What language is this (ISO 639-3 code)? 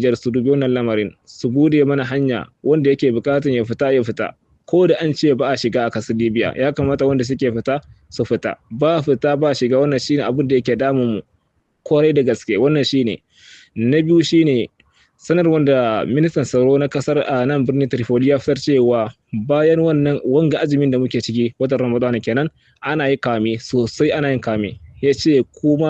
hau